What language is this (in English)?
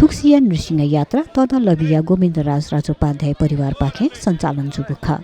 Newari